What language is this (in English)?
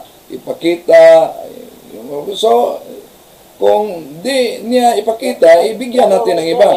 Filipino